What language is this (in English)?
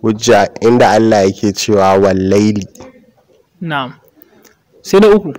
Hausa